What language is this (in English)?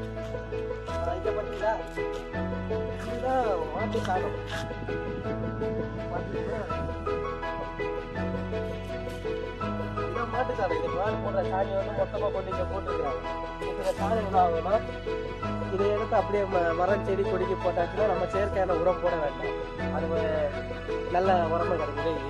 Tamil